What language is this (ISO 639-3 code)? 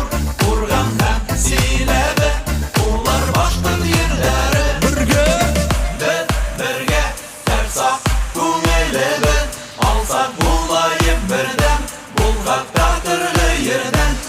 bak